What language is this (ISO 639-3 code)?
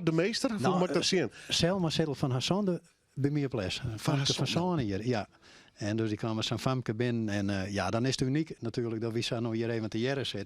fry